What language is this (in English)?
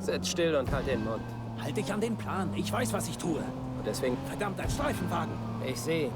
Bavarian